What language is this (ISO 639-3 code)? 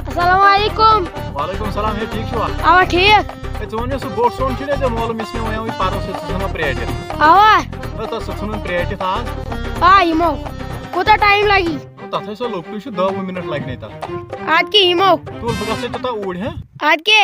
kas